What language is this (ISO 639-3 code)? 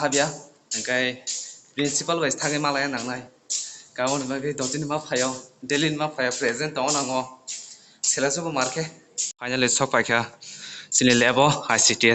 trp